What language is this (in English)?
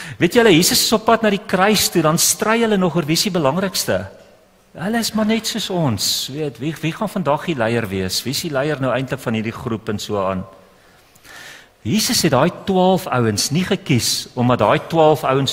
Afrikaans